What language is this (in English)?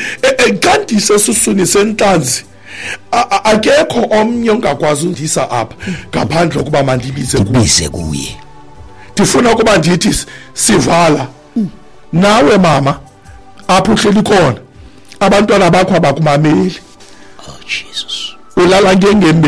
Xhosa